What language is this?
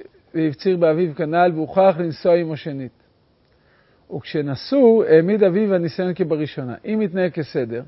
Hebrew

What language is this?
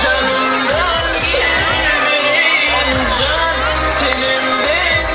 Turkmen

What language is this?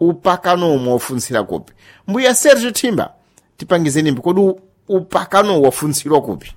Sena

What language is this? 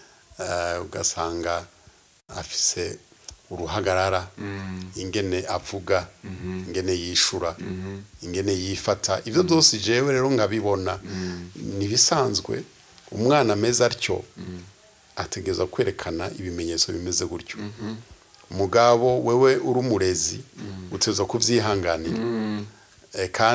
Rundi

